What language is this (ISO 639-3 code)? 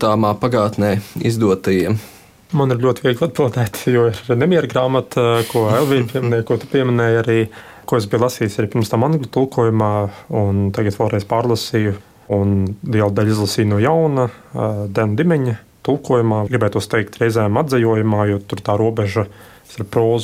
lav